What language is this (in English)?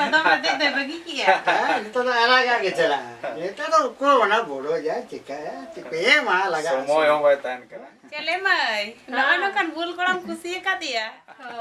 Santali